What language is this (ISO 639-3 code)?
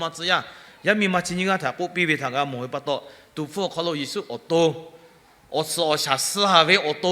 lhu